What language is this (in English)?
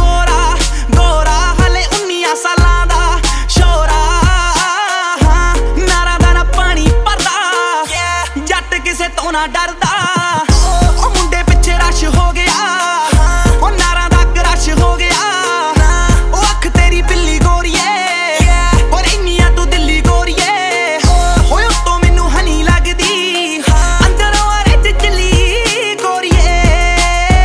Punjabi